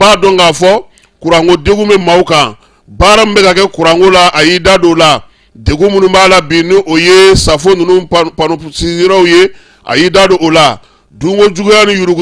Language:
Bambara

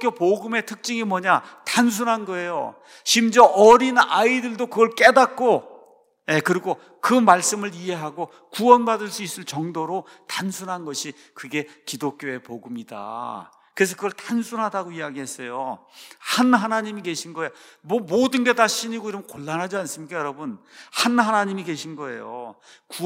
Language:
Korean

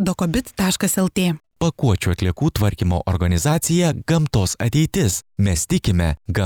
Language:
Lithuanian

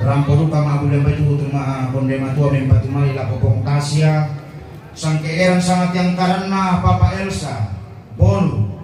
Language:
Toraja-Sa'dan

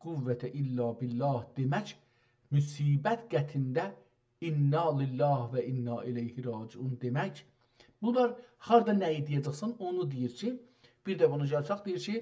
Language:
South Azerbaijani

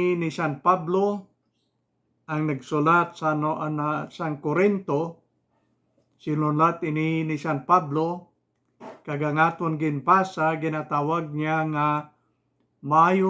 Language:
Hiligaynon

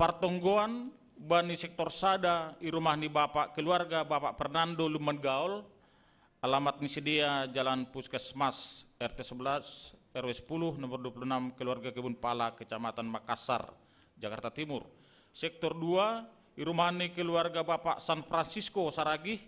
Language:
Batak Simalungun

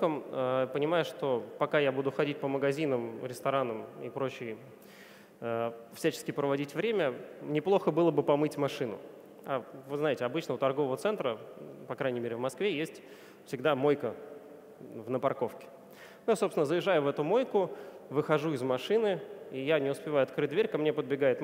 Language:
Russian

